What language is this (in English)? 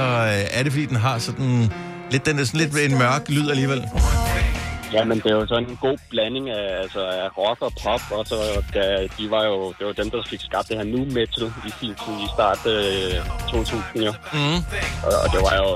Danish